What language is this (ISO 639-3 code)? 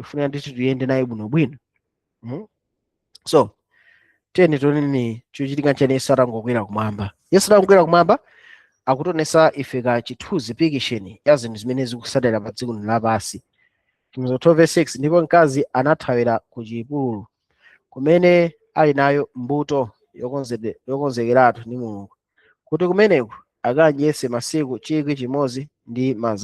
nya